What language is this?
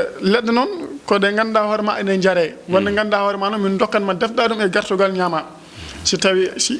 Fula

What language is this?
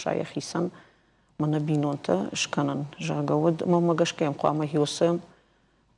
Ossetic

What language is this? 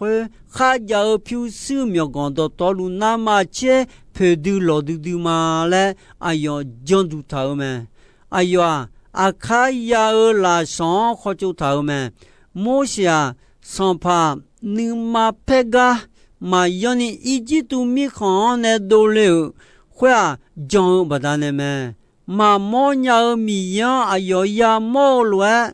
Akha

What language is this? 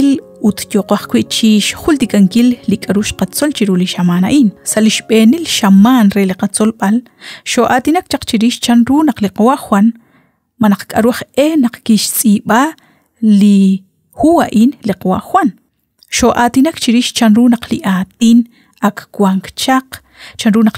Kekchí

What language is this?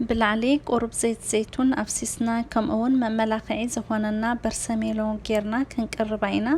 Tigrinya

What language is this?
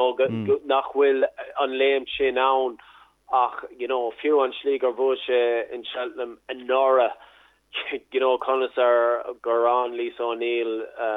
Irish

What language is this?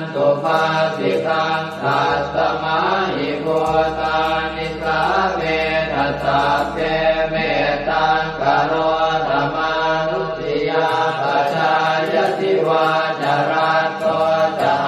Pali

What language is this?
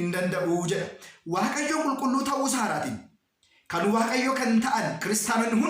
Oromo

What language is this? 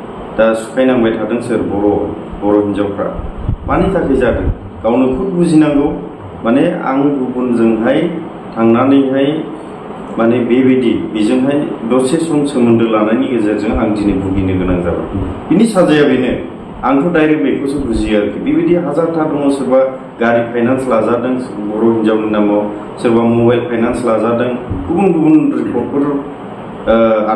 Bodo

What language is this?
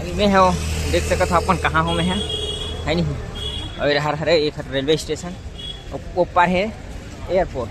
Chhattisgarhi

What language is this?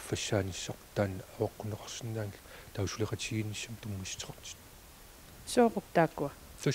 Kalaallisut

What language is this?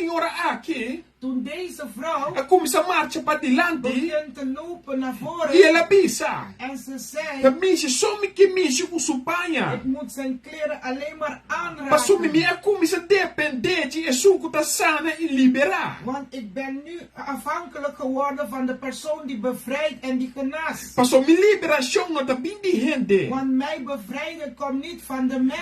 Papiamento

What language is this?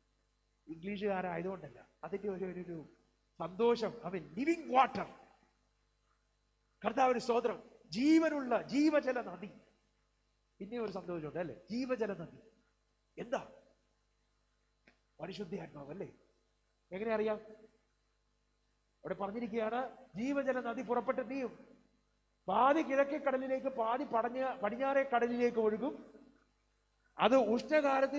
Malayalam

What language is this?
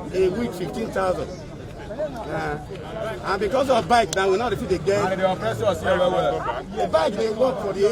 Nigerian Pidgin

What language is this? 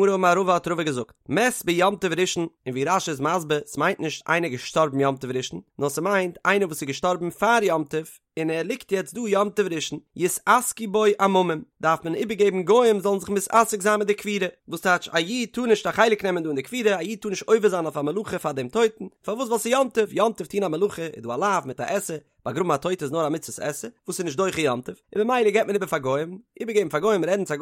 Yiddish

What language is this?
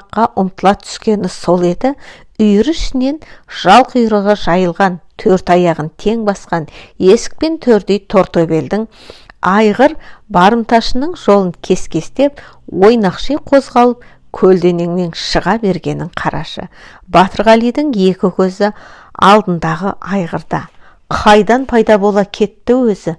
Kazakh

